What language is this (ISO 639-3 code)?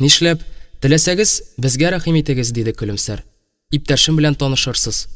tat